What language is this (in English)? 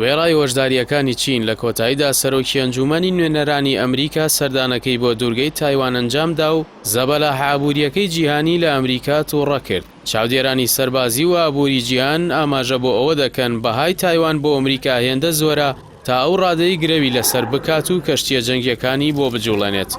Central Kurdish